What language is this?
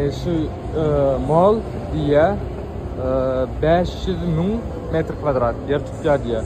Turkmen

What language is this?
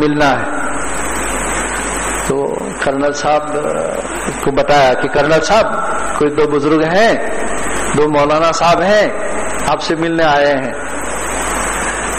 Urdu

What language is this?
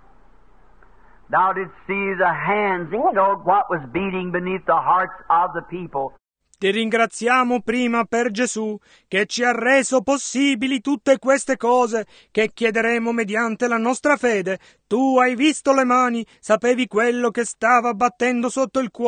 Italian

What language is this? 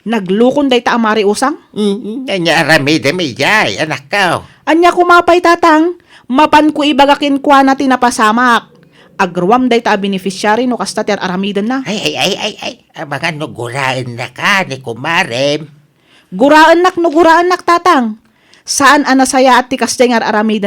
Iloko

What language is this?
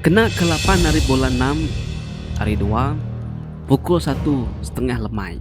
Iban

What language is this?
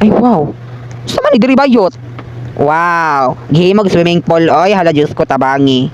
Cebuano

